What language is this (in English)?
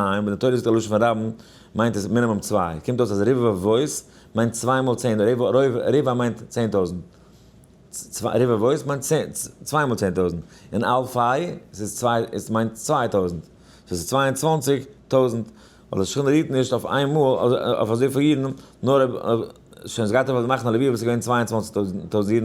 Yiddish